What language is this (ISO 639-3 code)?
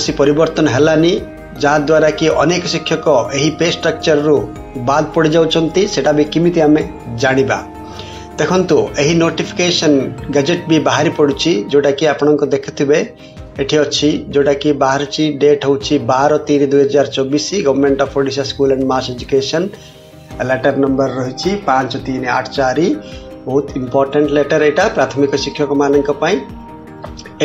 ori